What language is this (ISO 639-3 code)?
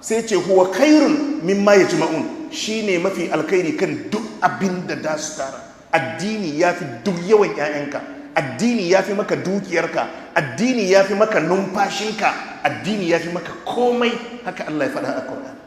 hau